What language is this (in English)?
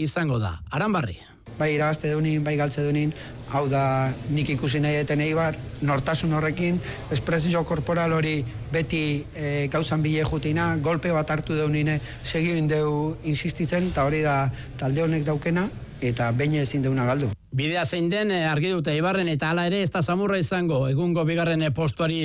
Basque